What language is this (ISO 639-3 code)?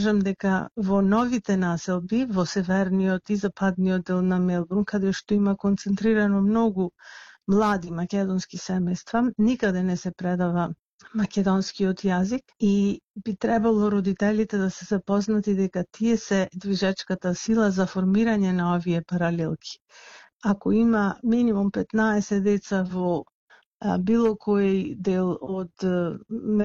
mkd